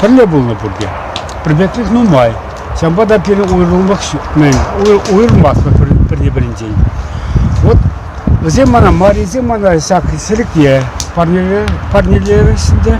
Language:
Chuvash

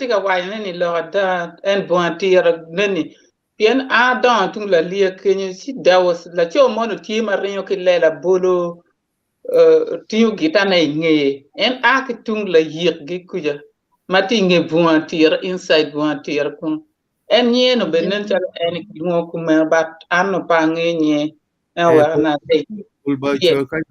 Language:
Acoli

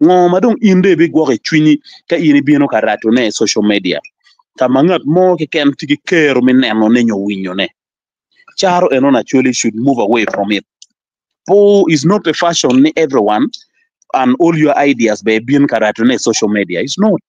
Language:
Acoli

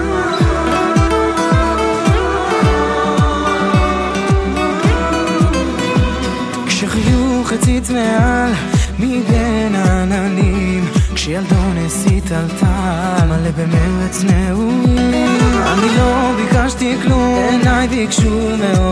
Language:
Hebrew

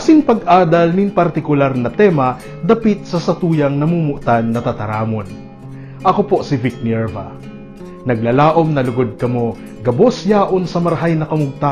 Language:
Bikol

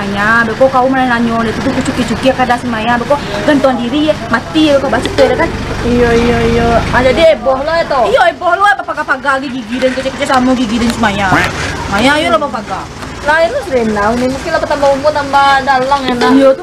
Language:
Minangkabau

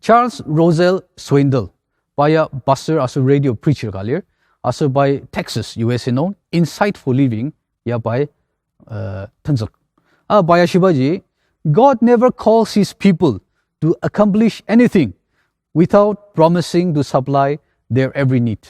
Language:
Ao Naga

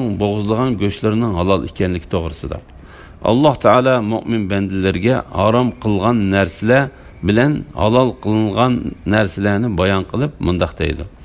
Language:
Uyghur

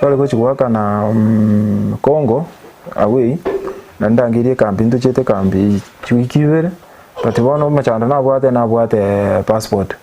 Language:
Gusii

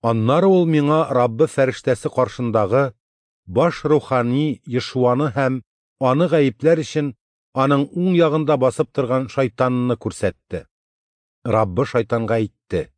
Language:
Tatar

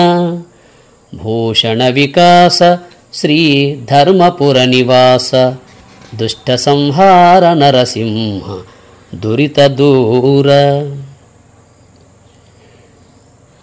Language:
Telugu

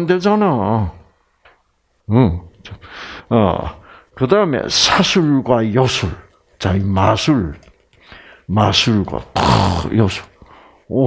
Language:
Korean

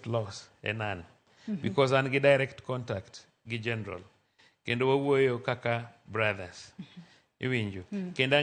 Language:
Luo (Kenya and Tanzania)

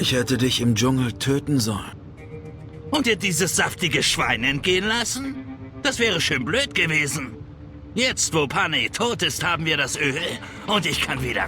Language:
Bavarian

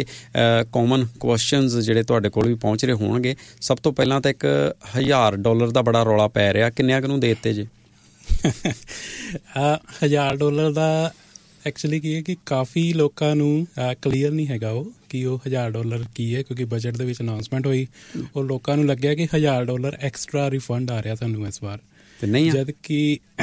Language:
Punjabi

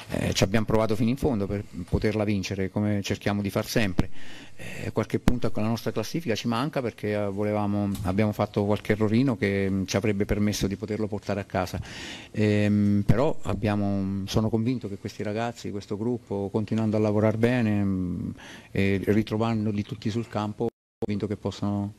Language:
Italian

